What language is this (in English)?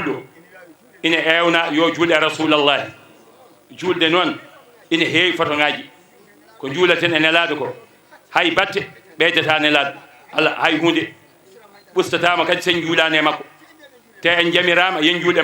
Fula